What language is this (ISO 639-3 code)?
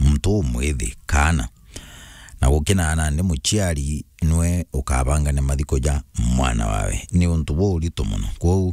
mer